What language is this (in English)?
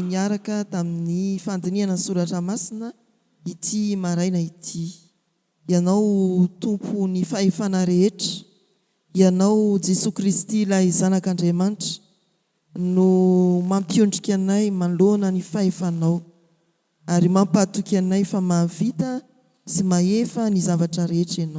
Malagasy